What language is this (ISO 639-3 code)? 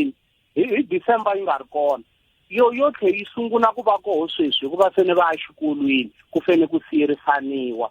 tso